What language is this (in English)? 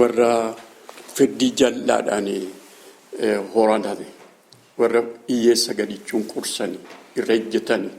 Oromo